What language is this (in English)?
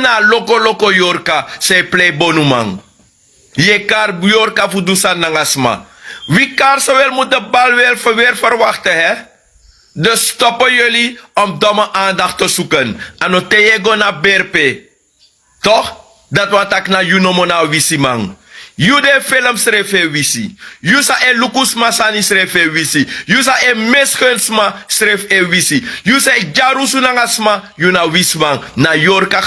Sranan Tongo